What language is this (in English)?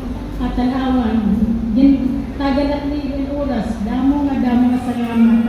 Waray